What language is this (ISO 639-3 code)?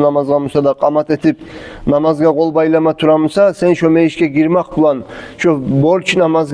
kum